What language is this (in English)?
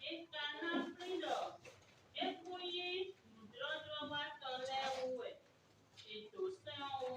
Fon